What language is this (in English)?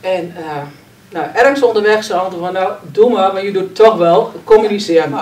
Dutch